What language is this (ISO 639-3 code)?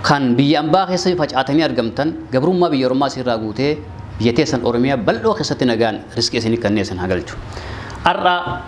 orm